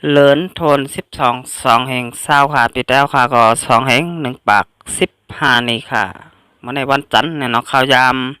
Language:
Shan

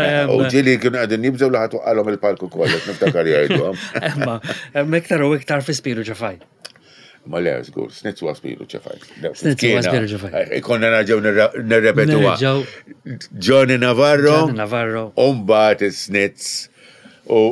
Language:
Maltese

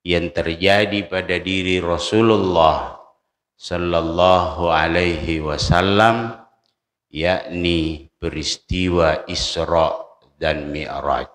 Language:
Buginese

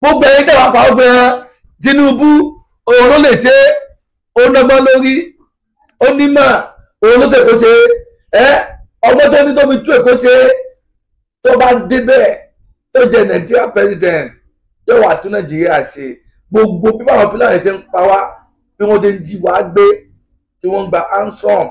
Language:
Yoruba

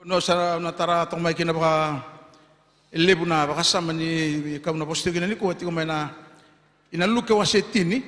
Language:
Fijian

